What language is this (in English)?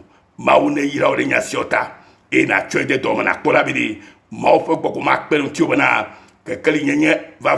Ewe